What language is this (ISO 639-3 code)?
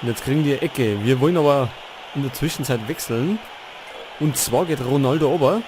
bar